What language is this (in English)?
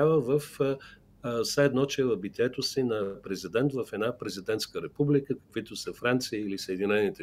Bulgarian